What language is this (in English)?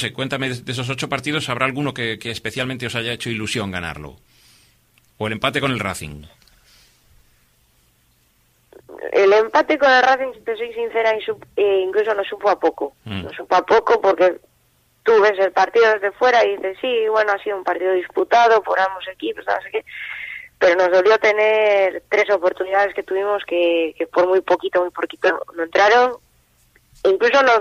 Spanish